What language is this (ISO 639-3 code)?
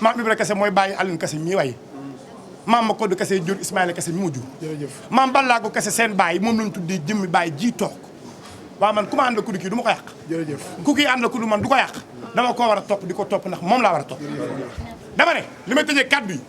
wol